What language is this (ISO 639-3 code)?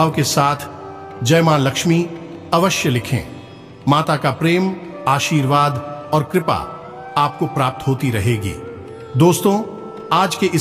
hin